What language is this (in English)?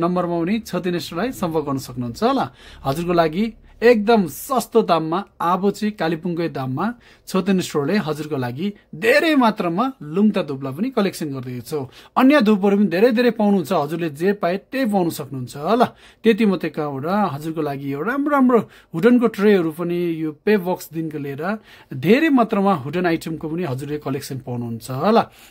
Nepali